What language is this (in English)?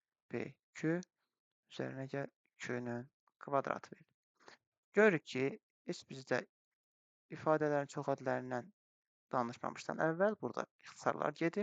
Azerbaijani